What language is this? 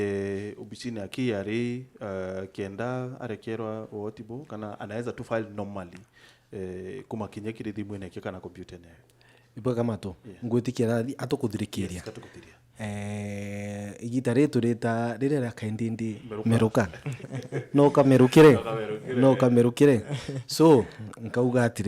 Meru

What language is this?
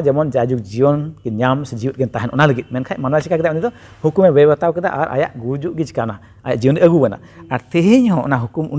Santali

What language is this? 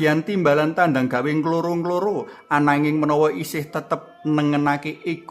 Javanese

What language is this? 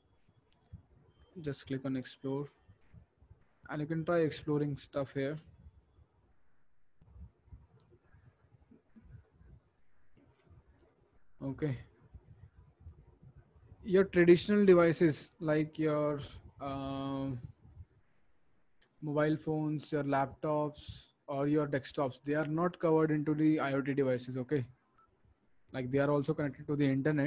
English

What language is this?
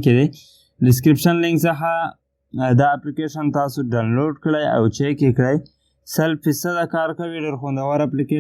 Pashto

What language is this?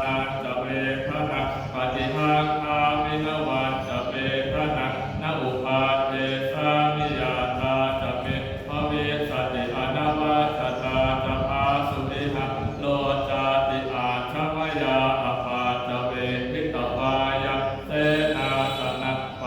Pali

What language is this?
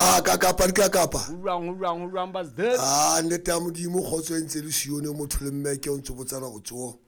Southern Sotho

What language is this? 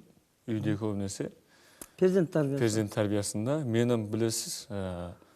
Kara-Kalpak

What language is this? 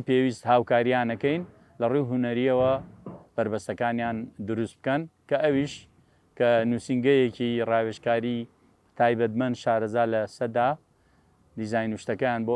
Central Kurdish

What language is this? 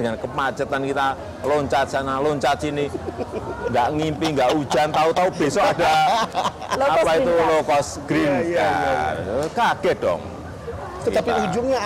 Indonesian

